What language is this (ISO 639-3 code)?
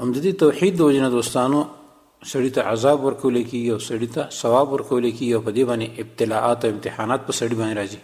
pus